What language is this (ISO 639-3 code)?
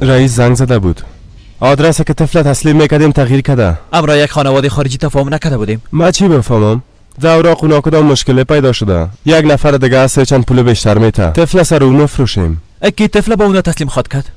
fas